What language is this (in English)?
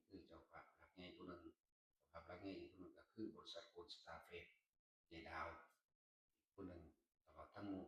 Northeastern Thai